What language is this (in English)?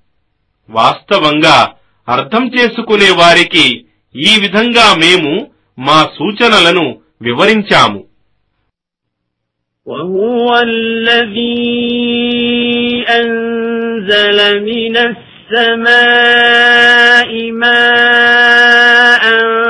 Telugu